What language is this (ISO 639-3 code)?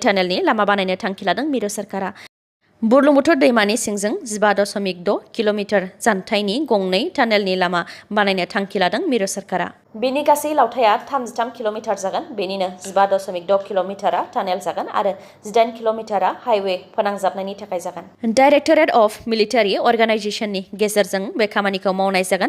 brx